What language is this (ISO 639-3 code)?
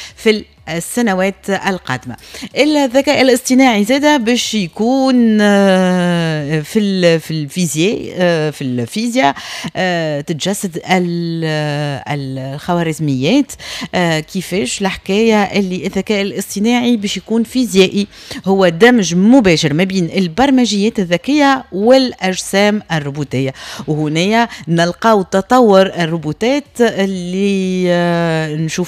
aeb